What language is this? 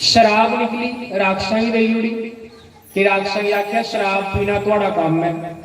Dogri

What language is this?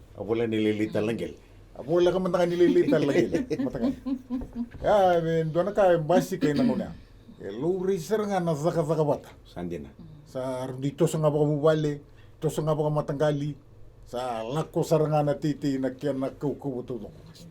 Fijian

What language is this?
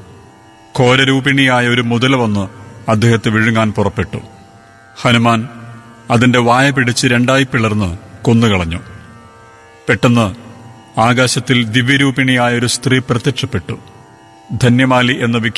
Malayalam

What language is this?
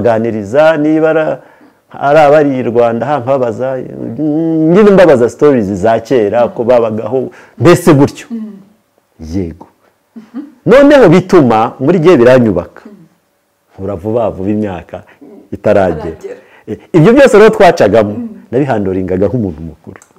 Kinyarwanda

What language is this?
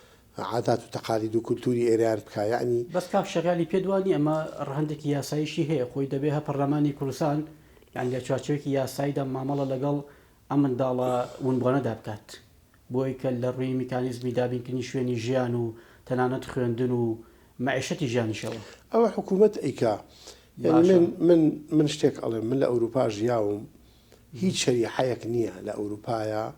Central Kurdish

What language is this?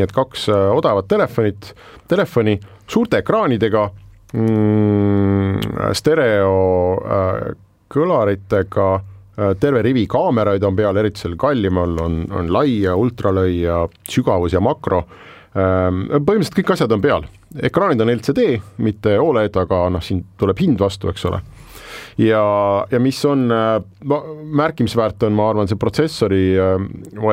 Estonian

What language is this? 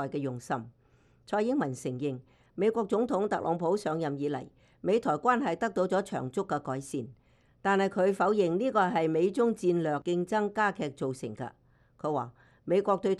Cantonese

